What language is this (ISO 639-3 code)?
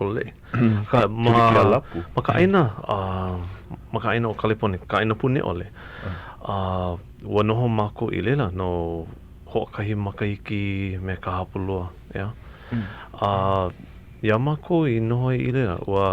haw